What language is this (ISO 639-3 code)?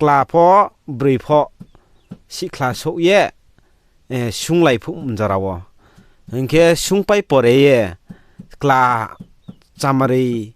ria